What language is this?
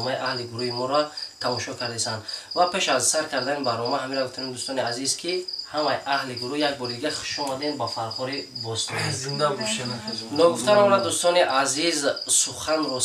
Tajik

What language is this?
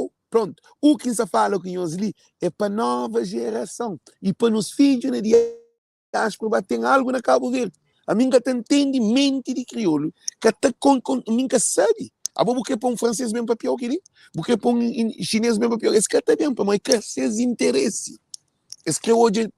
Kabuverdianu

